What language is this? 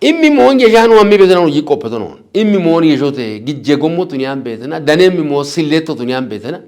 Kafa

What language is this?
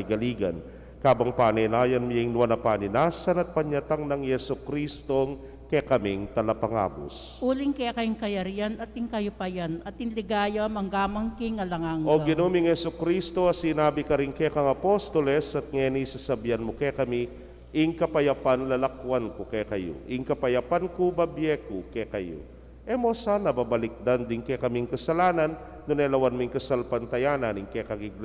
Pampanga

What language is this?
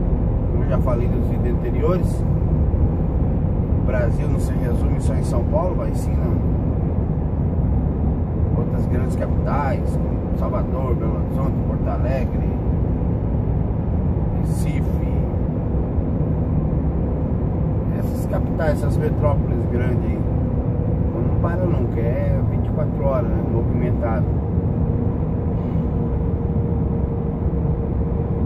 Portuguese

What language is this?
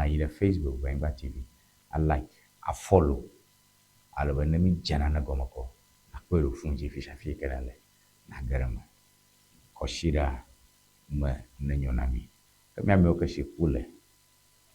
Ewe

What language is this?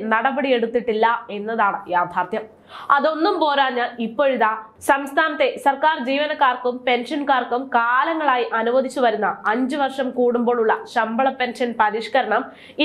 Malayalam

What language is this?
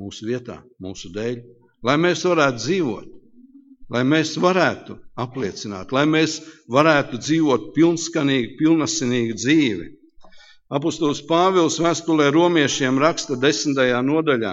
Latvian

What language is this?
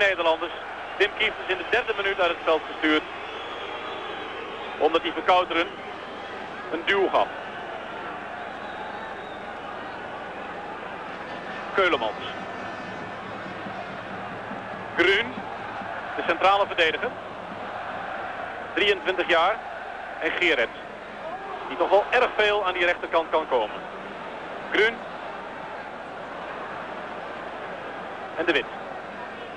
Dutch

